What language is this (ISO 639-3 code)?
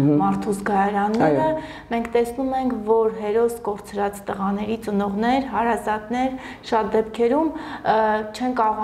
hye